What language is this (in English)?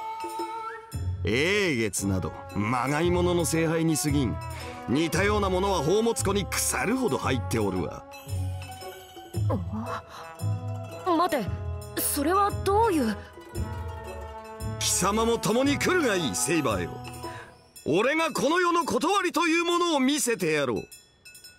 Japanese